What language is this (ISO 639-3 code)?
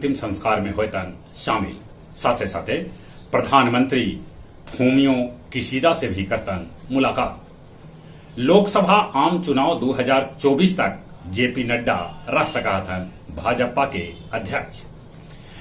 mag